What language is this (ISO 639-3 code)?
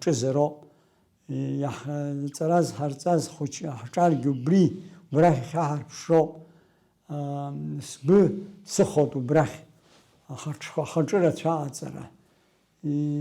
abk